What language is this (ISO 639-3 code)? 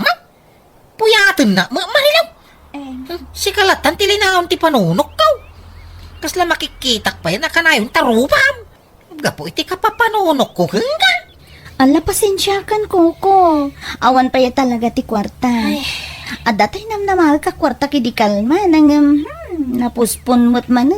ilo